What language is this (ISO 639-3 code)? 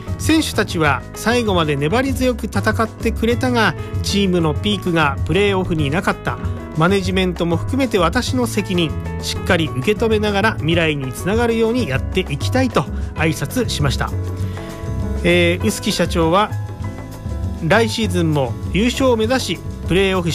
jpn